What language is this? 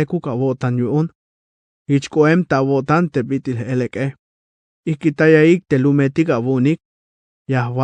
Tzeltal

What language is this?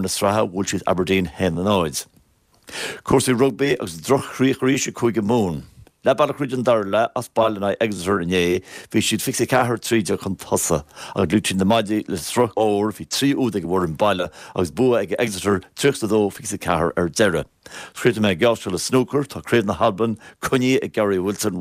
Irish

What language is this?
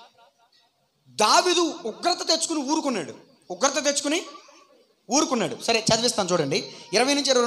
Telugu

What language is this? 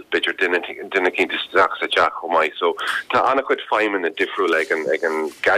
Irish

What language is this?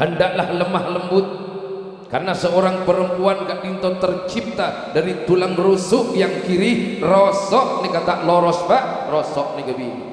Madurese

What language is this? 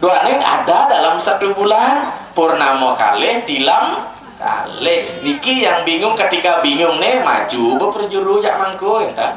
Balinese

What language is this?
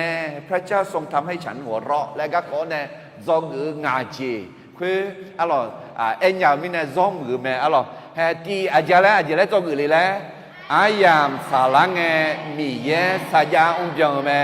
Akha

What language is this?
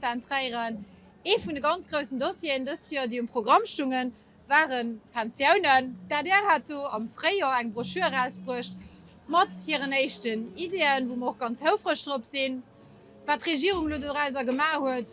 Luxembourgish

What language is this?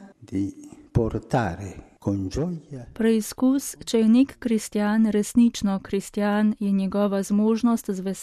Slovenian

